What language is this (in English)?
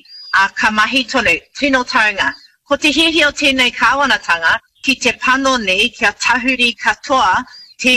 Māori